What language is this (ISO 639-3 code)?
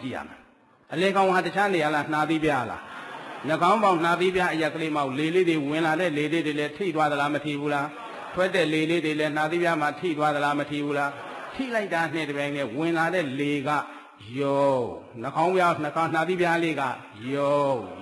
mya